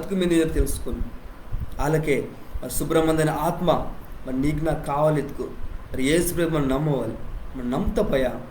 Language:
Koya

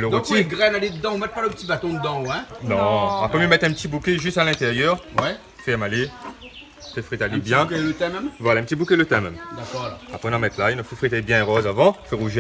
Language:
Réunion Creole French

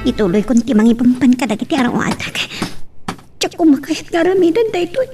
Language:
Iloko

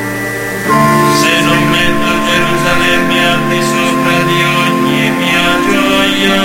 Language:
Italian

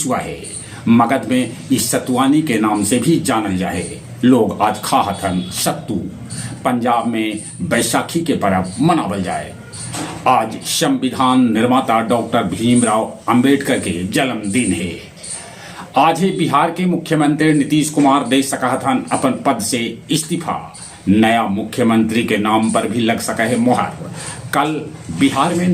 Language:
Magahi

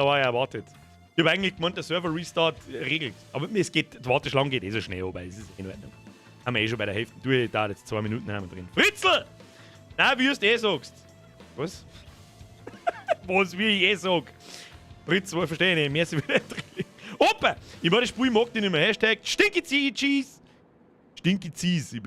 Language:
Bavarian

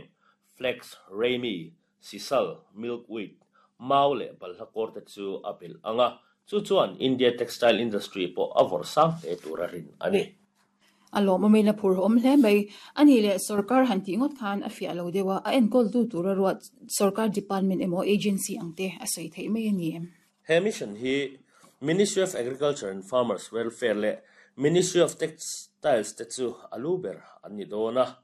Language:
Mizo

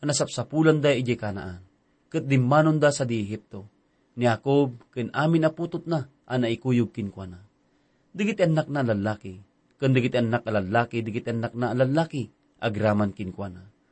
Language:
Iloko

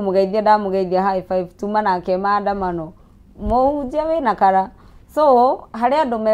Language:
Kikuyu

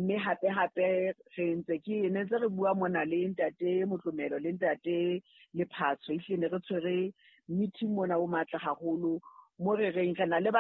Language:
Southern Sotho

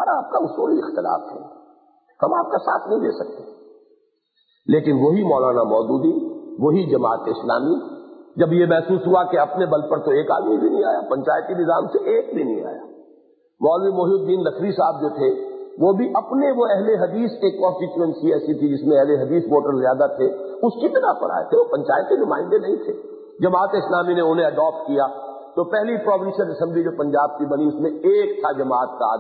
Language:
Urdu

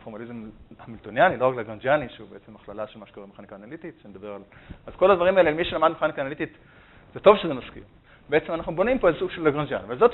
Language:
Hebrew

